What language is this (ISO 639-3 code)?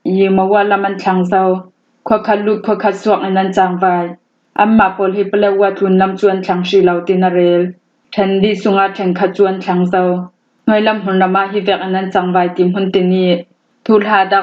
cnh